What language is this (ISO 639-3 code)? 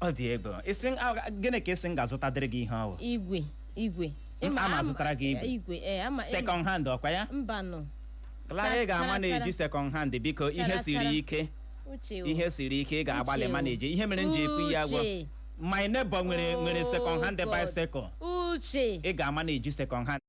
ibo